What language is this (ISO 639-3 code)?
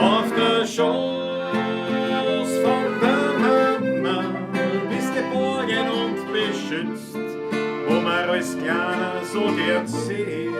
bar